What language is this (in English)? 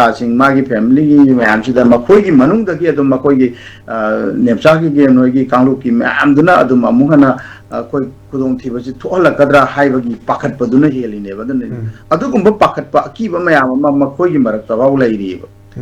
Manipuri